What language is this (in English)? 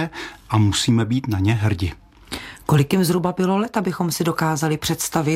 Czech